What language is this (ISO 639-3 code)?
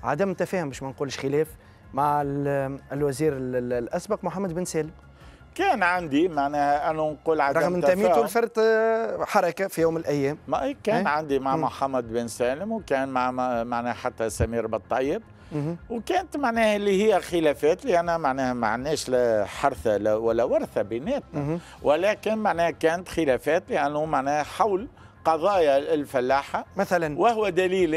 aeb